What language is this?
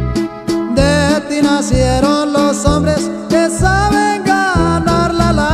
Spanish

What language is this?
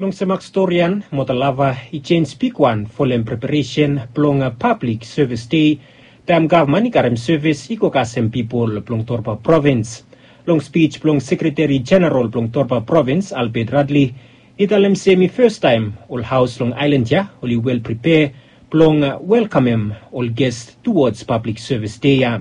Bislama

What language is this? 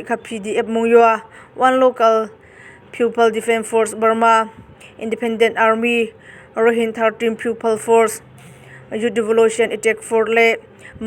Hakha Chin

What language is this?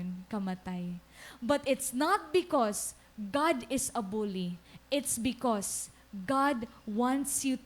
Waray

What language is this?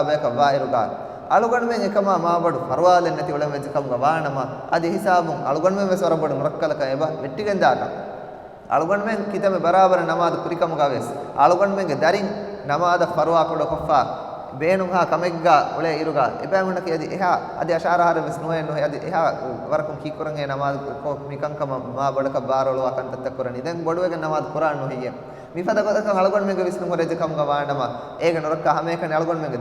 Divehi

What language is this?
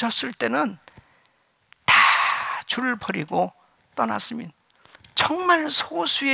Korean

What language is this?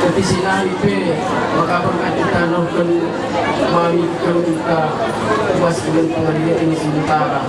Batak Karo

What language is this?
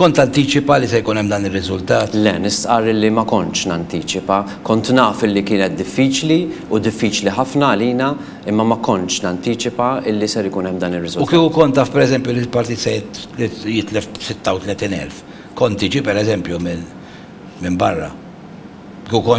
Maltese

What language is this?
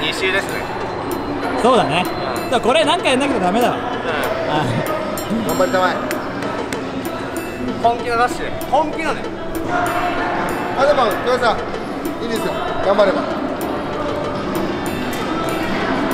Japanese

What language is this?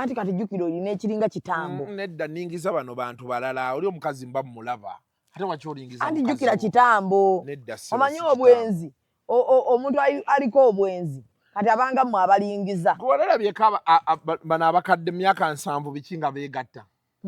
Ganda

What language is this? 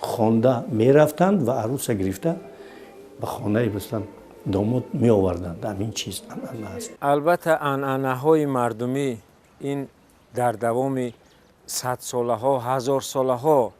Tajik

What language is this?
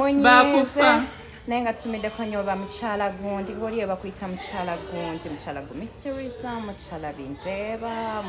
Ganda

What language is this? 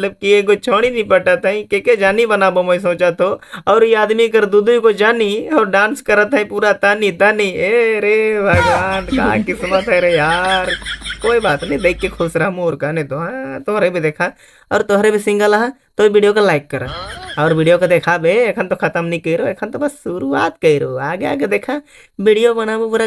Sadri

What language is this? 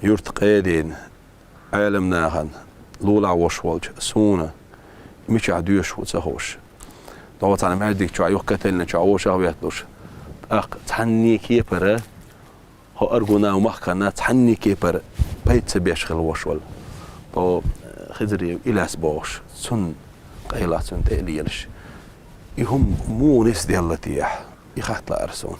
Chechen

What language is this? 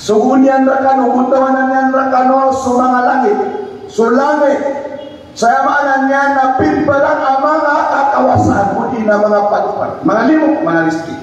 Maranao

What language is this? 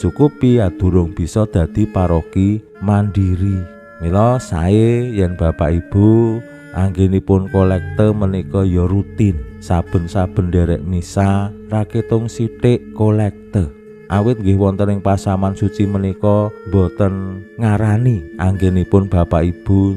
Javanese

